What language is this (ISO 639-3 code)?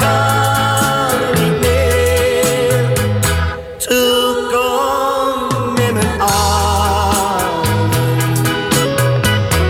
nld